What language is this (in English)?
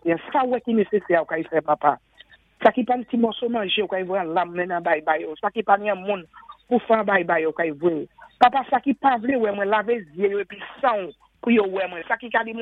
Saint Lucian Creole French